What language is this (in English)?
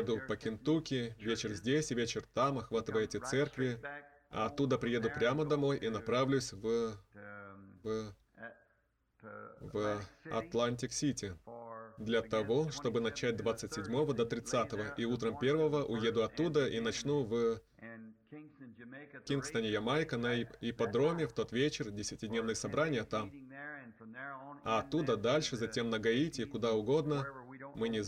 Russian